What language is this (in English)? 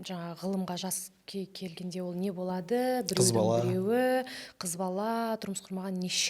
Kazakh